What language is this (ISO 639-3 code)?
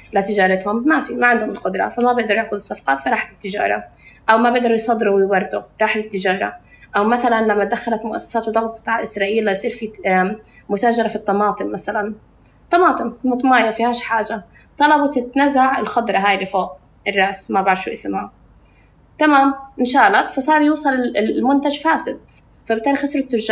apc